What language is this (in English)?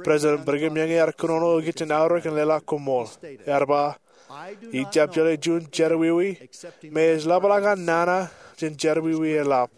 Marshallese